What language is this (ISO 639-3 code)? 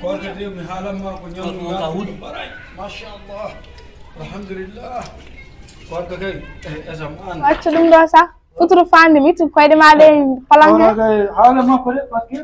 ful